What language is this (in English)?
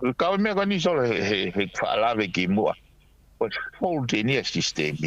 Tongan